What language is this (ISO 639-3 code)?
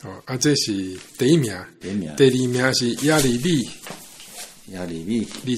nan